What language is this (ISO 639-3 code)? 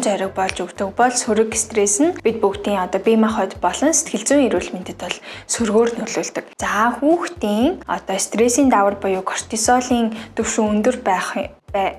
mon